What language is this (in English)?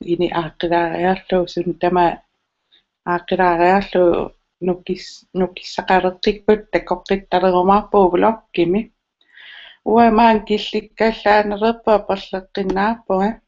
Kalaallisut